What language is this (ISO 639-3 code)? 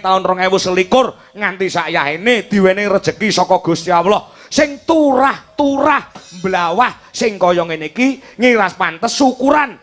jav